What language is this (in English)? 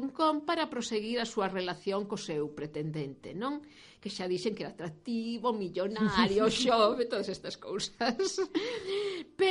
Galician